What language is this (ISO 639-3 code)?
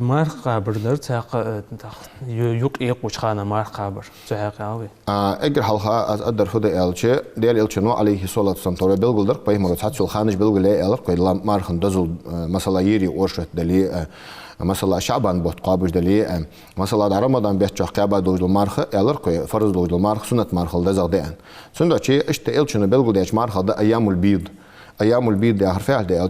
inh